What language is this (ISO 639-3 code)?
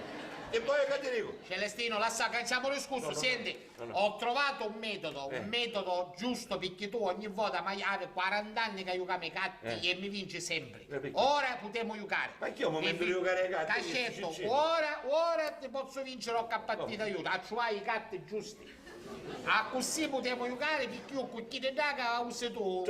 scn